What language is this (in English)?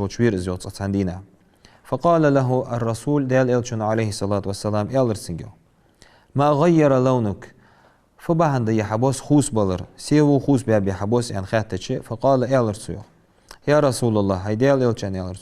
Ingush